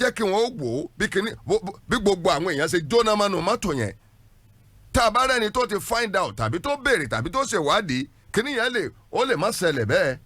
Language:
Yoruba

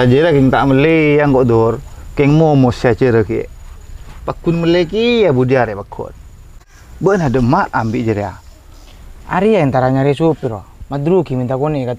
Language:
Madurese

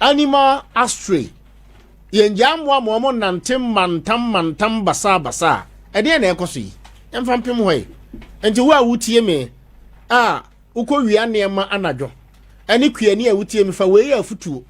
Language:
Akan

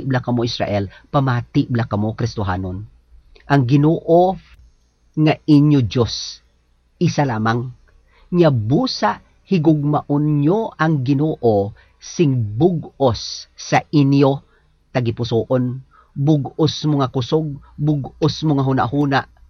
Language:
Hiligaynon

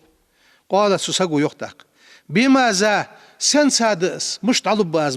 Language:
Ingush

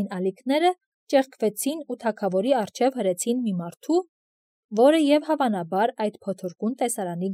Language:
Armenian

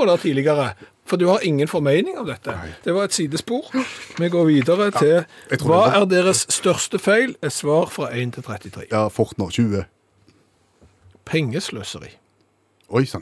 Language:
Norwegian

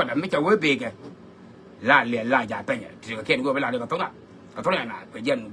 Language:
Nuer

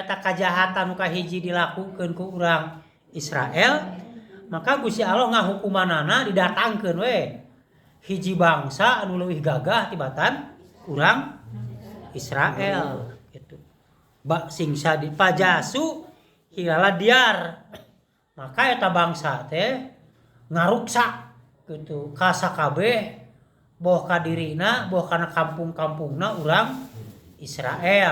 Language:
Sundanese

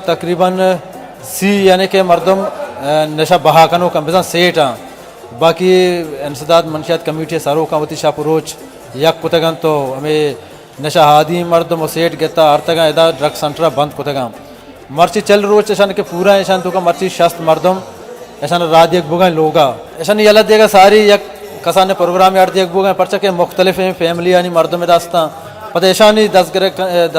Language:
Baluchi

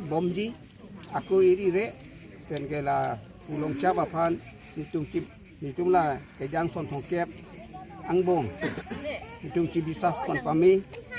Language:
Karbi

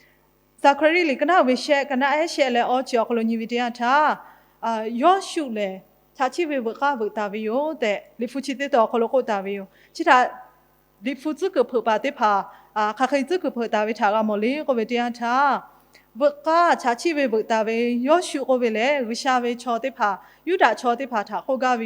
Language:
Lahu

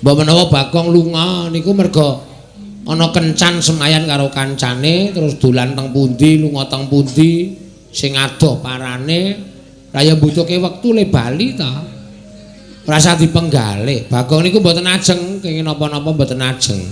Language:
Javanese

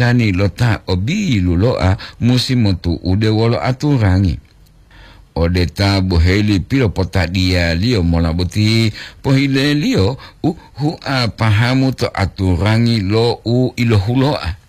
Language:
Gorontalo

